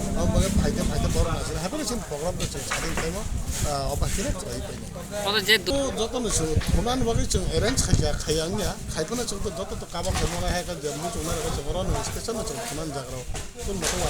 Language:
Kok Borok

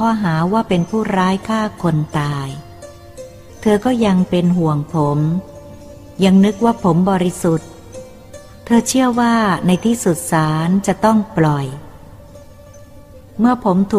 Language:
Thai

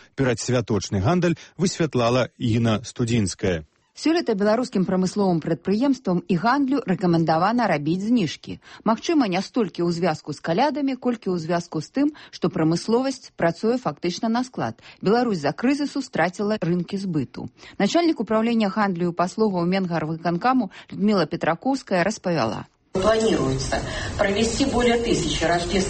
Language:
Belarusian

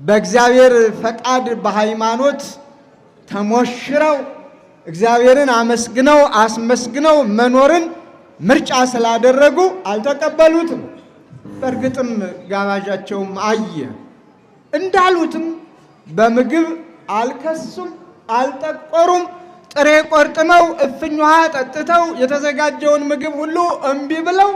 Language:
Amharic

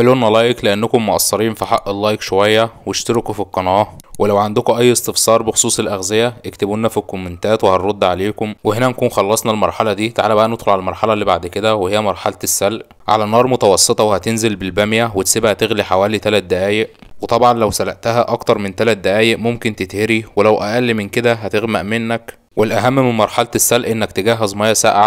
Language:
Egyptian Arabic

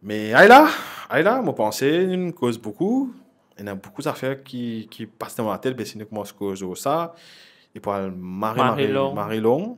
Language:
Morisyen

